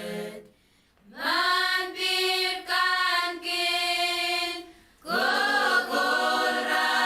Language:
Pohnpeian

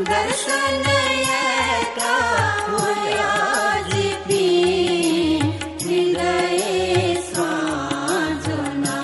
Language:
Newari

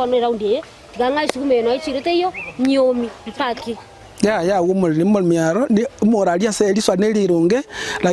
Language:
Gusii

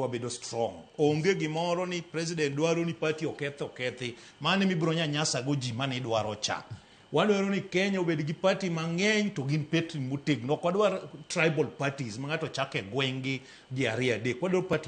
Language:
Luo (Kenya and Tanzania)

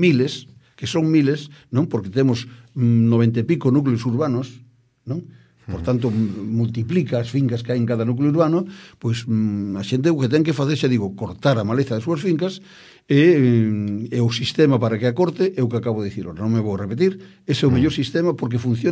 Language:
Galician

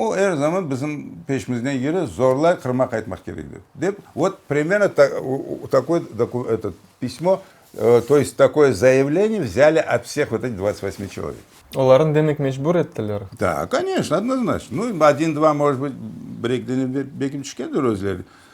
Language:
Crimean Tatar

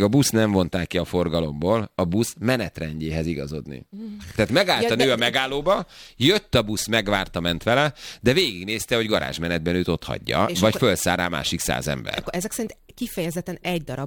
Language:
Hungarian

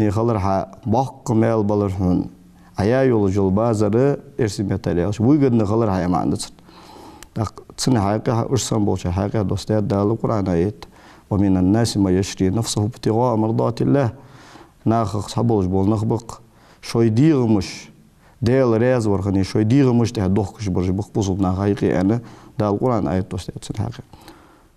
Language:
Ingush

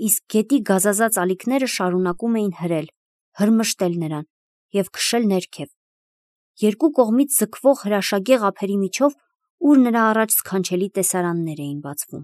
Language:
Armenian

